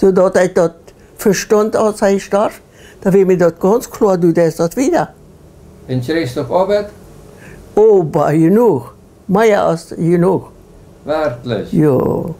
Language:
Plautdietsch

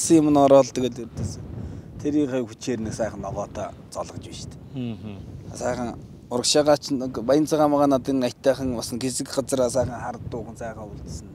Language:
Mongolian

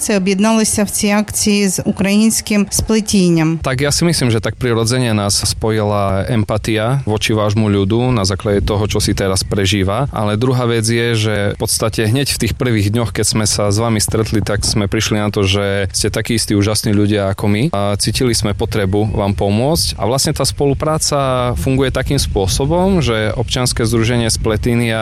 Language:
Slovak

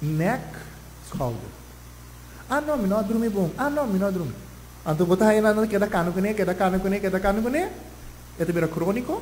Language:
Papiamento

